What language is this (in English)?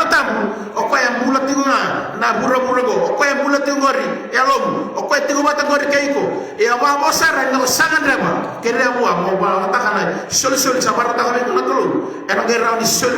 Fijian